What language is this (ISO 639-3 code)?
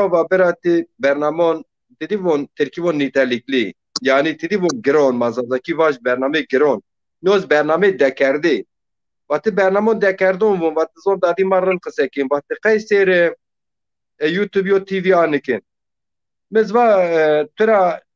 zza